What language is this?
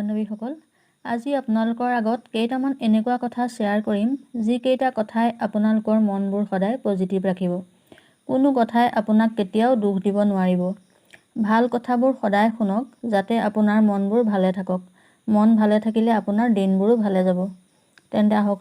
Assamese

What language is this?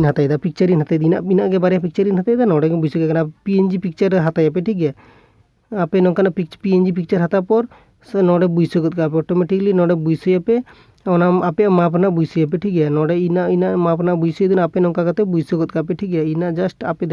Santali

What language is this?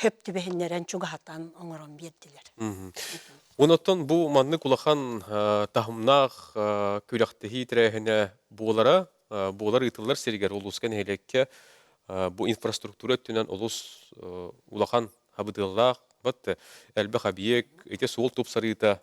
Yakut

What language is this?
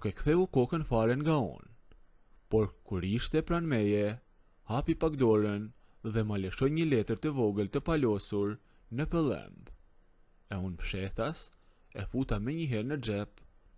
Albanian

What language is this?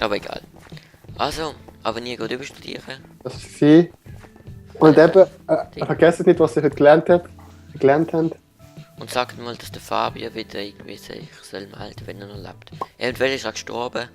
Swiss German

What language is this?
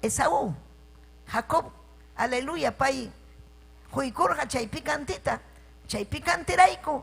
Ayacucho Quechua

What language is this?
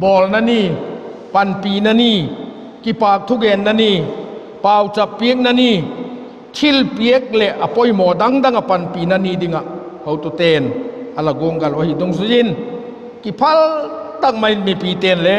Vaiphei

